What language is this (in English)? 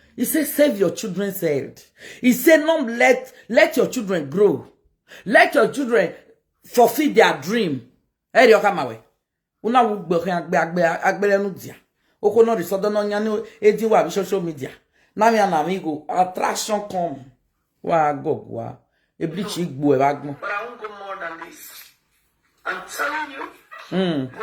Nigerian Pidgin